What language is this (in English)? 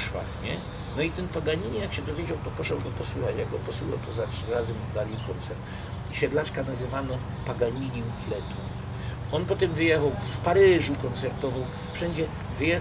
Silesian